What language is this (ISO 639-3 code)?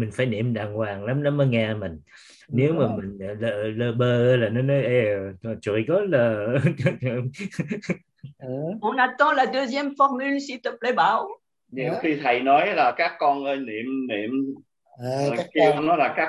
vie